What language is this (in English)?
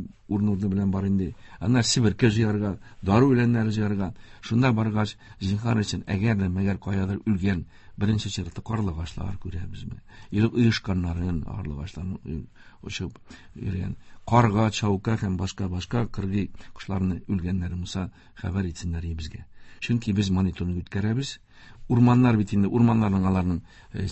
Tatar